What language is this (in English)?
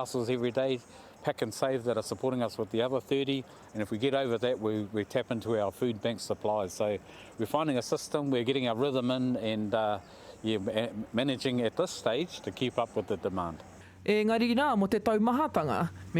Māori